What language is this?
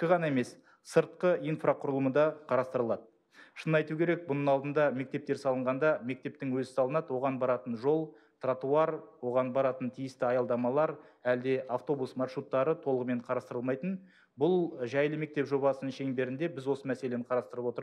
Kazakh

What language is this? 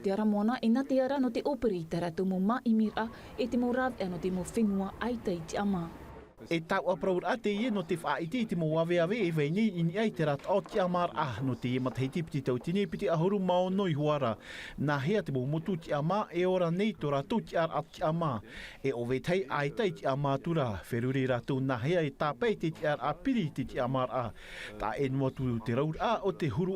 Tahitian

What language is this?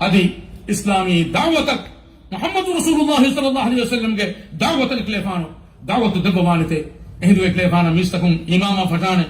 Divehi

